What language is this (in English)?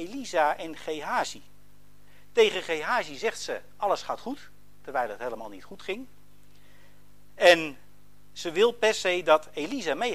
Dutch